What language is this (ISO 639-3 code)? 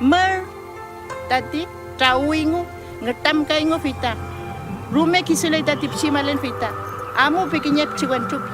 arn